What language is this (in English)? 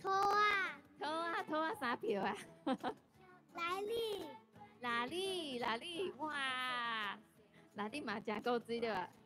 Min Nan Chinese